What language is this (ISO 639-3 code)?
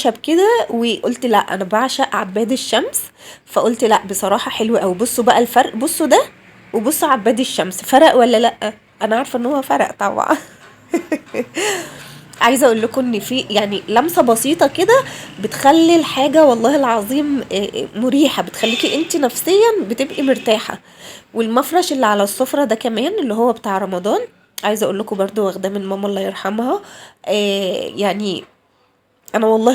arz